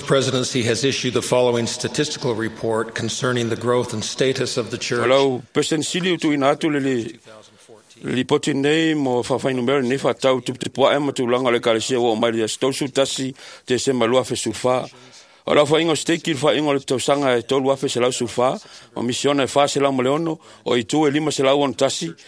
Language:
Samoan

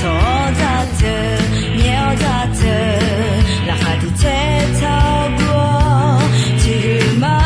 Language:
Akha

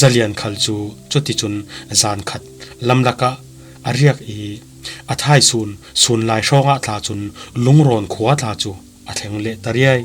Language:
Falam Chin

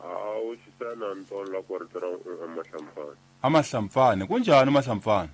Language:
Tsonga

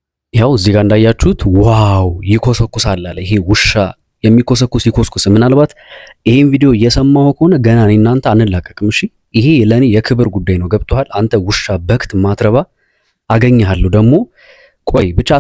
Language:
Amharic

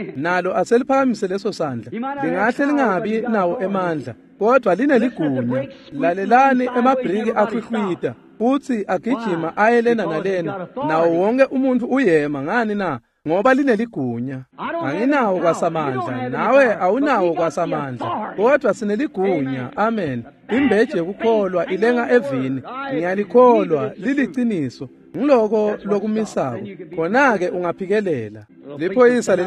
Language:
Swati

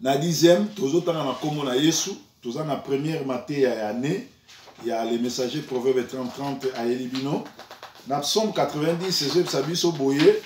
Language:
Lingala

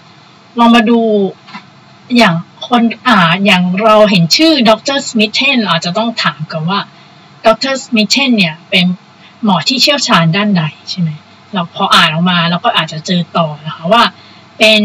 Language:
Thai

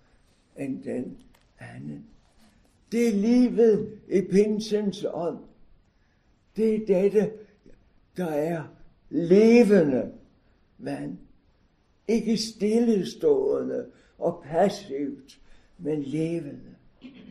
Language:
Danish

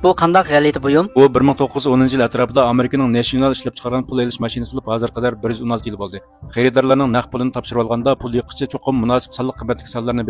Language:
Uyghur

